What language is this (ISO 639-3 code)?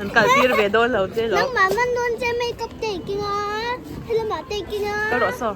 lus